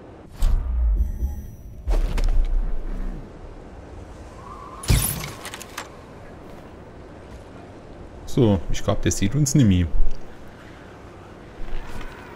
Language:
German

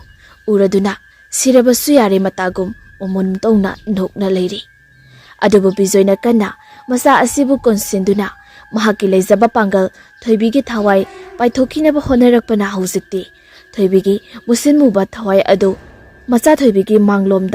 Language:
Manipuri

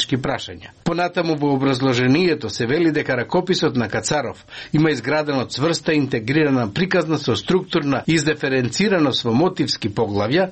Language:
Macedonian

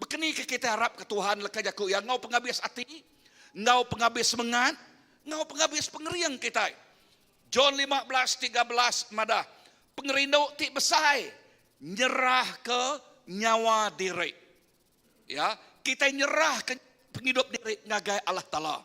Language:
Iban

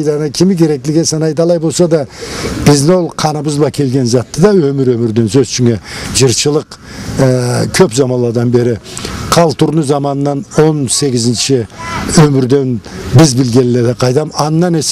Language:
Karachay-Balkar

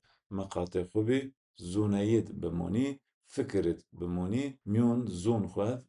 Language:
Zaza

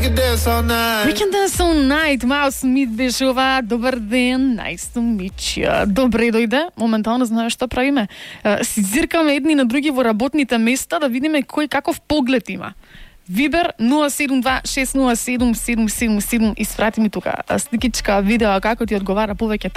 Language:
Macedonian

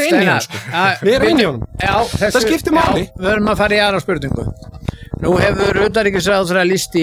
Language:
Icelandic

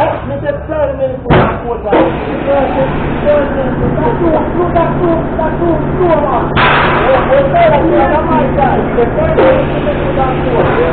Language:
Jamaican Creole English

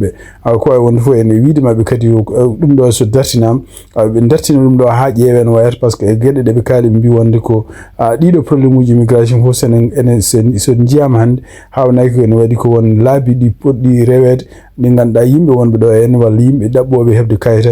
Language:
Fula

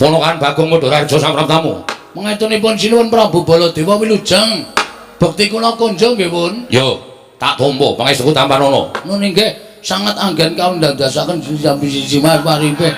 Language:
Javanese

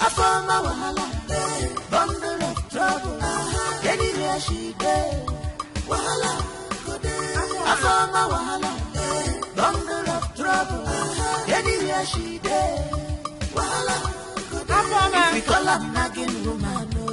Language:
Nigerian Pidgin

